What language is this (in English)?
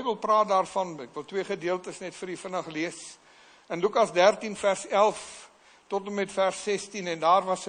Afrikaans